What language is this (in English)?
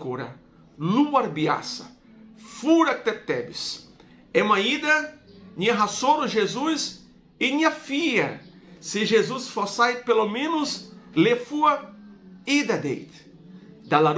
Tetum